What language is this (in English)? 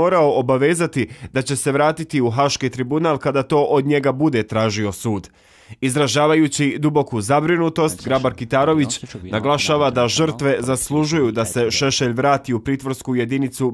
Bosnian